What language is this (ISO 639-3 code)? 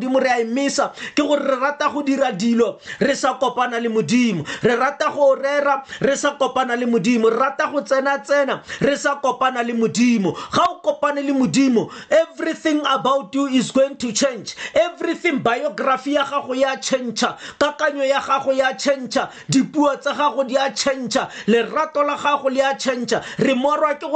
tsn